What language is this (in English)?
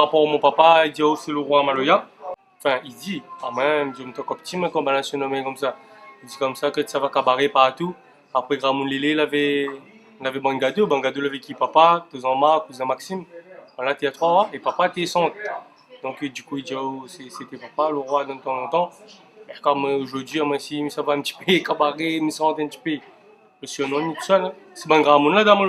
Réunion Creole French